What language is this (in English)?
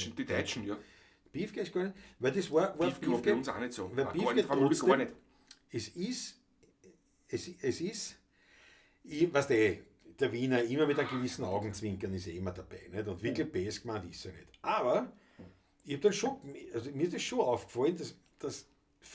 Bavarian